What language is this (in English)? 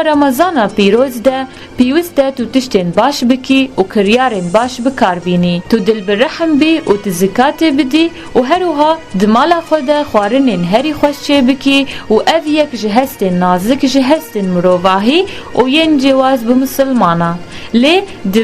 Kurdish